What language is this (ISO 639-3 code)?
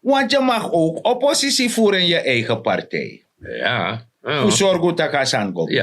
srn